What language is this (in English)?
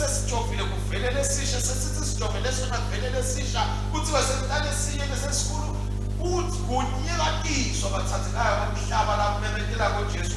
Swati